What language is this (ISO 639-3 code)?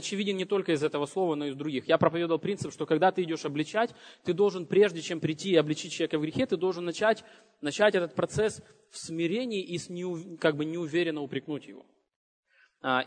rus